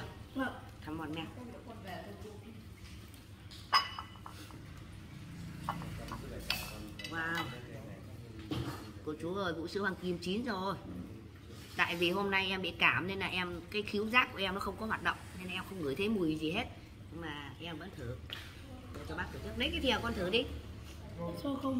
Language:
Vietnamese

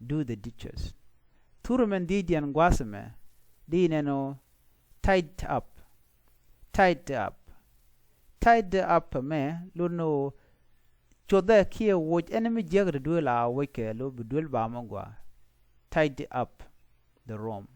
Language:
Nuer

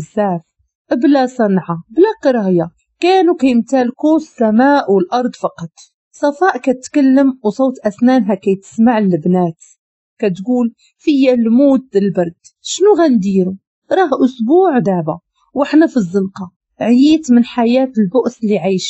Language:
Moroccan Arabic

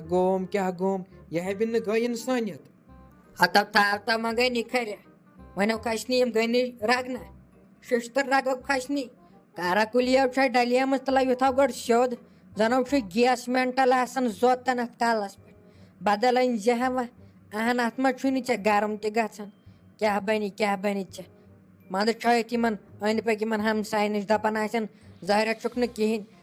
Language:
Kashmiri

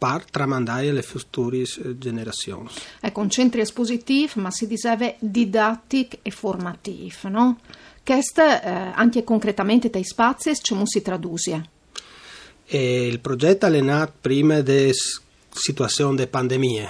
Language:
Friulian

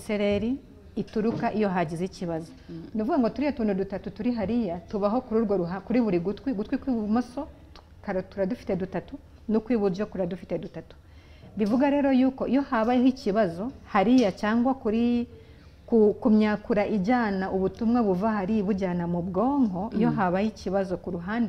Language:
Kinyarwanda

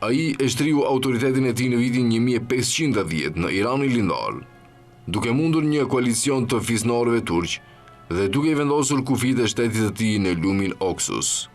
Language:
Albanian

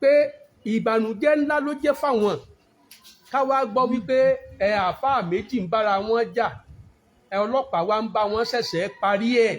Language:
Yoruba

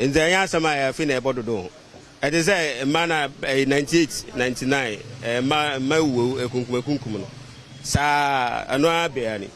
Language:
Akan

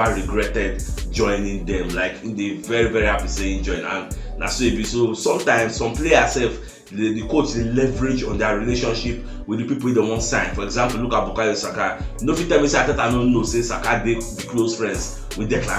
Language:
Nigerian Pidgin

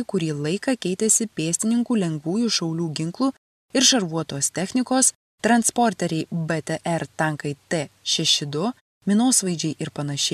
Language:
Lithuanian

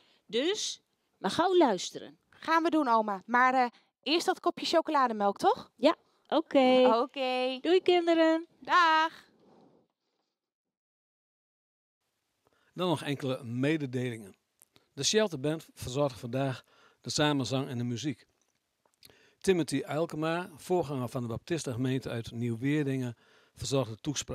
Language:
Dutch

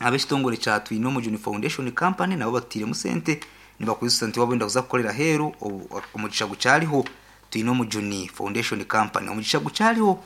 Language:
Nyankole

